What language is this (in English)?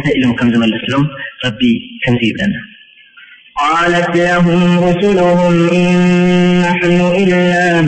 Arabic